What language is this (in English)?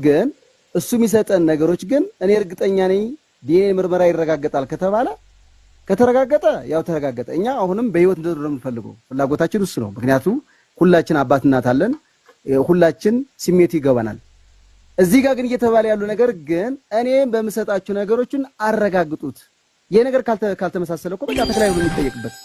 Amharic